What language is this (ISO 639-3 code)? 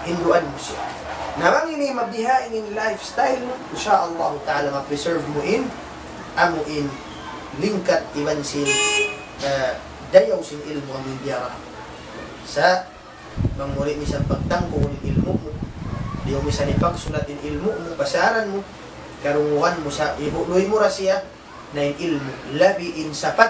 tsg